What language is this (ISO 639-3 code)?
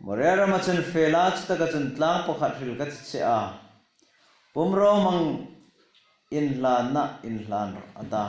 hmr